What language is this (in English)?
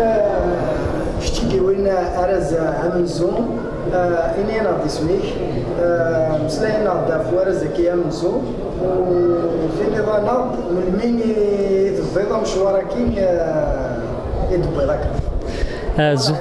Kabyle